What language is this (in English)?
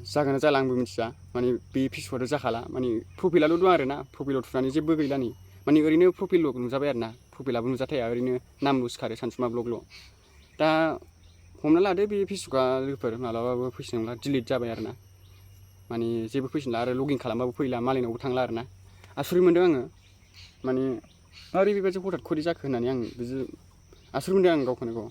Bodo